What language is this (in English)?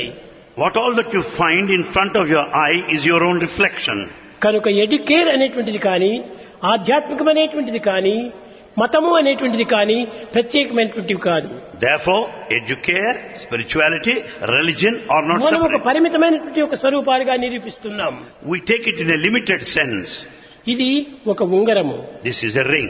Telugu